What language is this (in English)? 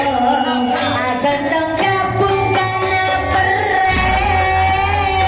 Madurese